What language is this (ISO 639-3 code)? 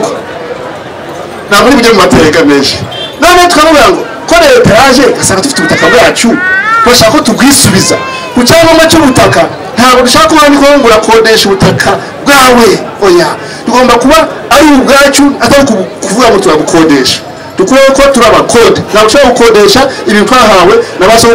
kin